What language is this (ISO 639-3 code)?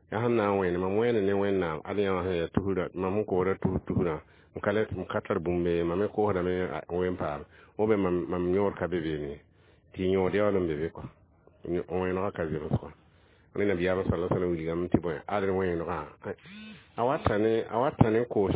mos